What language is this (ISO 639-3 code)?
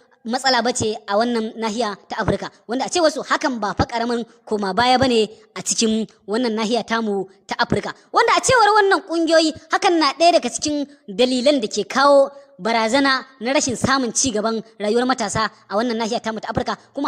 hau